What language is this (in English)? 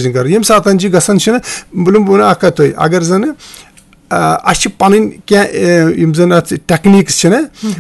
Kashmiri